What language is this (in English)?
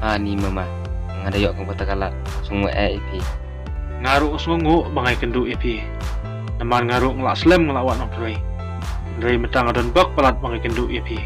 Khasi